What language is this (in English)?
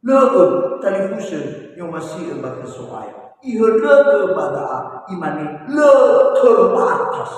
Nias